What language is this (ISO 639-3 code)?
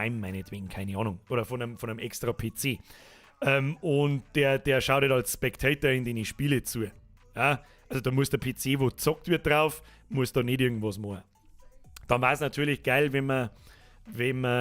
bar